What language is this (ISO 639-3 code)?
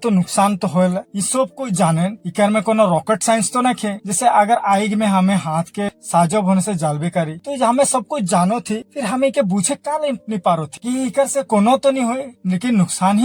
sck